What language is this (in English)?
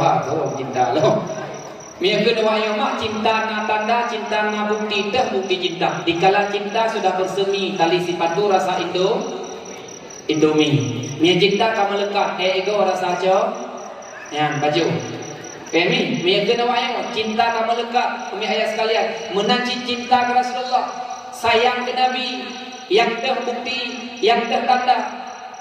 Achinese